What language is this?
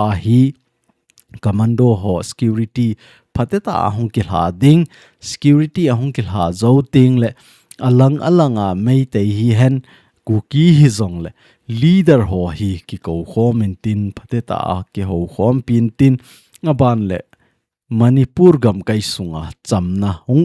Thado Chin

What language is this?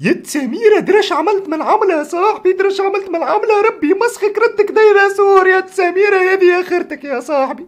Tunisian Arabic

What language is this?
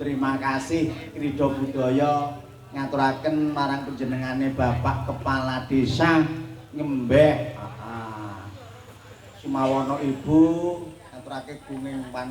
Javanese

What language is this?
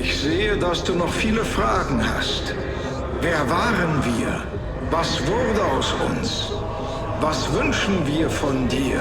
Bavarian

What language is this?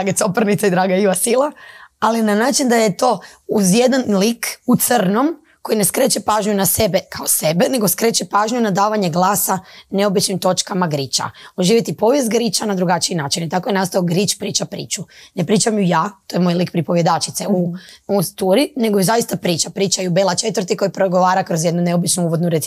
Croatian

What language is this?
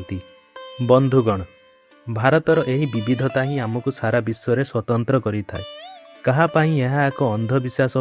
Odia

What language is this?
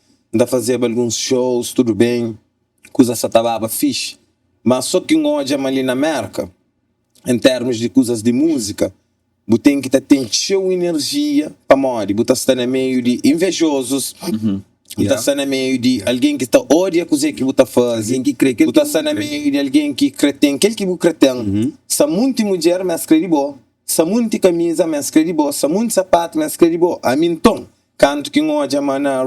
Kabuverdianu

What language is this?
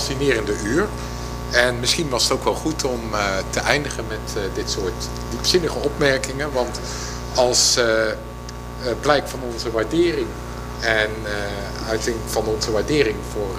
Dutch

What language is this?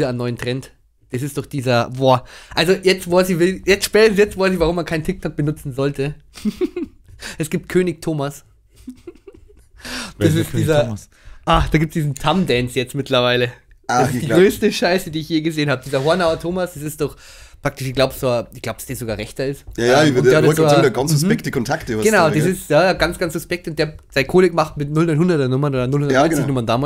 Bavarian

